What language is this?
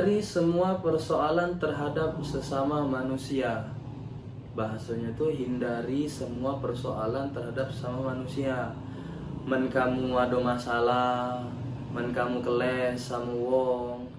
Musi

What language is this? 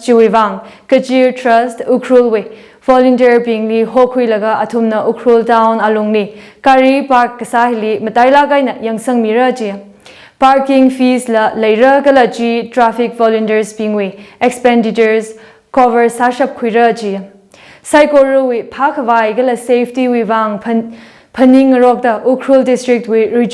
Tangkhul Naga (India)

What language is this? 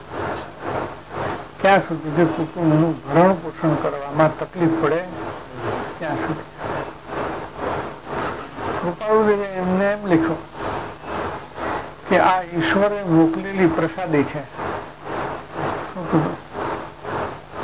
Gujarati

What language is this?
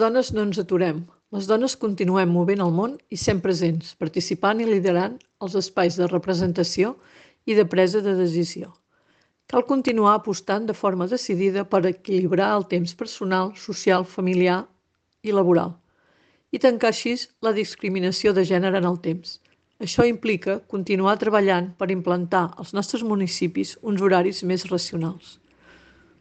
Catalan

